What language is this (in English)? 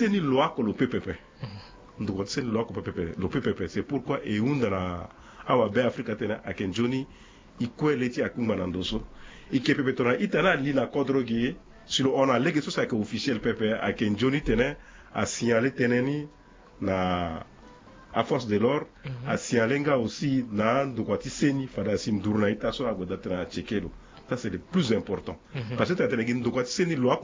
Sango